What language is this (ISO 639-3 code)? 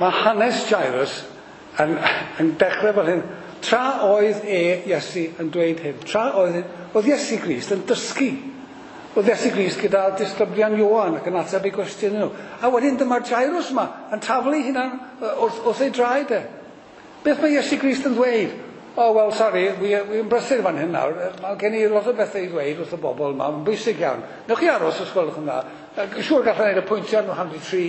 cym